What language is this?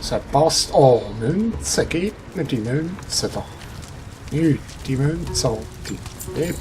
Swiss German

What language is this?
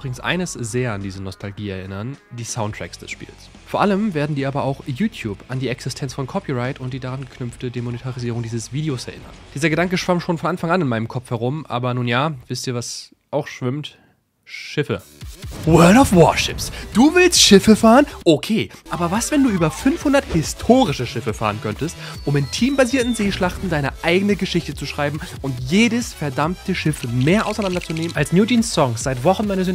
German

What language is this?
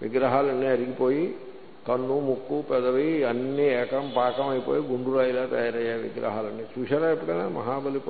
Telugu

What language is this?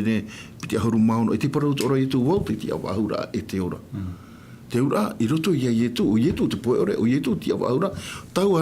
Tahitian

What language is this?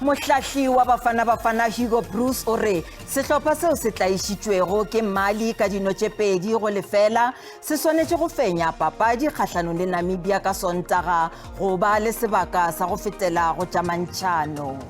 Northern Sotho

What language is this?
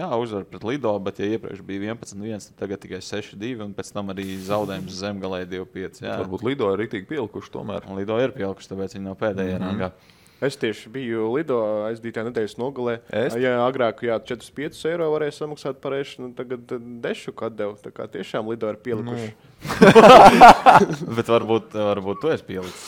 Latvian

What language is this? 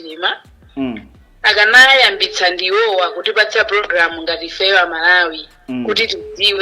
Nyanja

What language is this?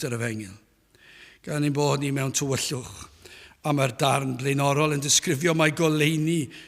Welsh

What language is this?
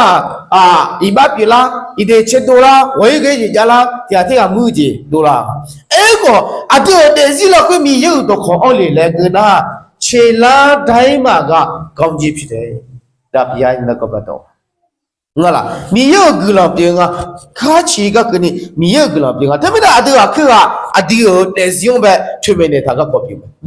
Akha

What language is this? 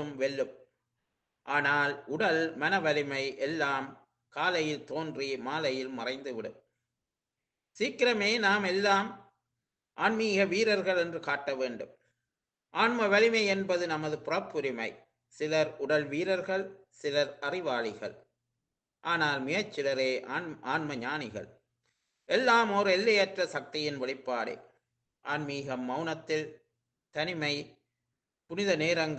Tamil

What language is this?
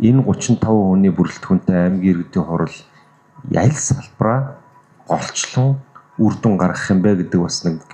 Mongolian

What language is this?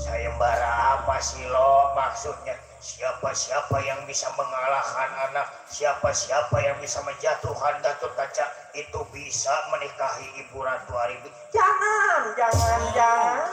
Betawi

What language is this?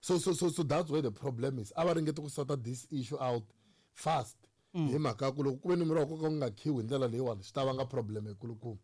Tsonga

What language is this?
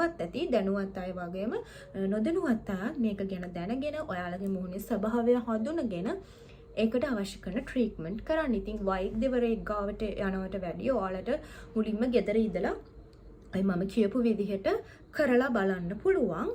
Sinhala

